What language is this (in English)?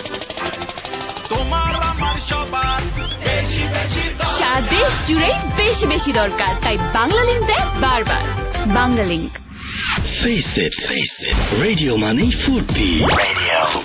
Bangla